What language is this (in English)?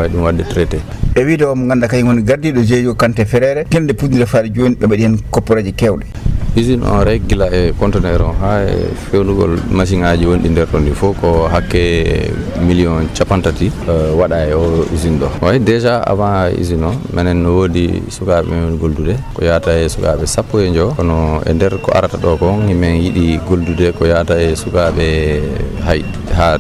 Fula